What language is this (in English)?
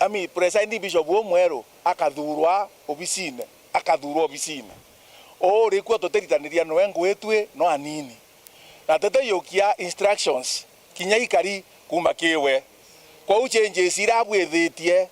Meru